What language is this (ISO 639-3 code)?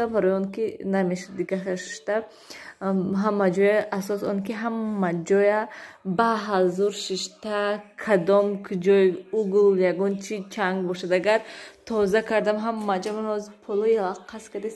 tgk